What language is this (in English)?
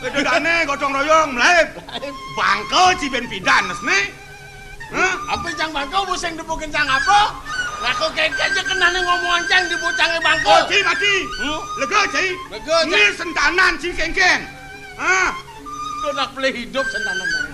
Balinese